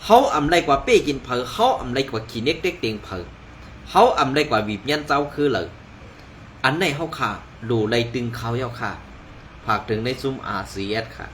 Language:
Shan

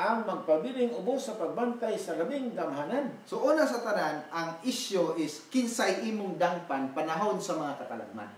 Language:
Cebuano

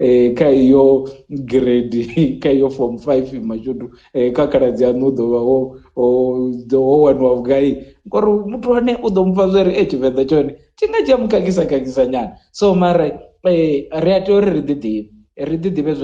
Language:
Venda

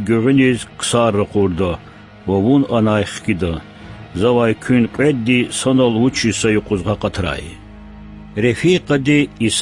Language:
Lezghian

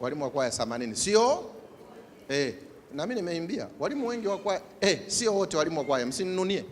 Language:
Swahili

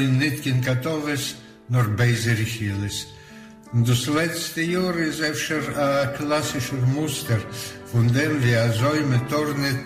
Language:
Yiddish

